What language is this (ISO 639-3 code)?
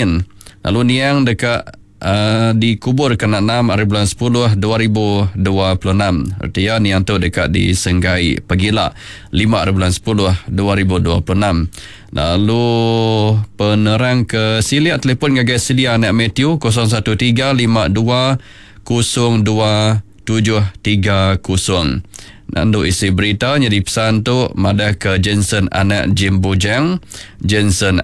iba